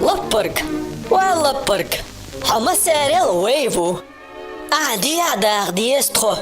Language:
Chechen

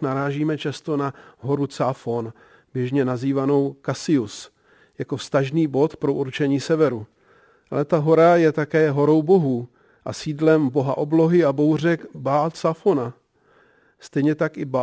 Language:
Czech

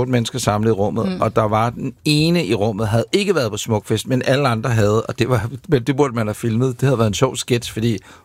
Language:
Danish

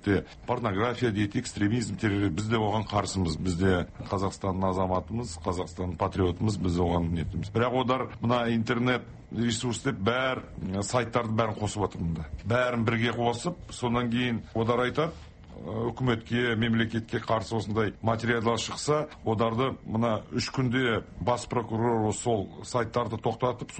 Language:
Kazakh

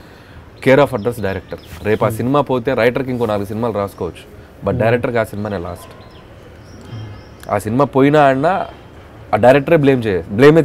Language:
Telugu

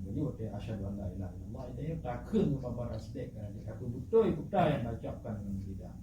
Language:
Achinese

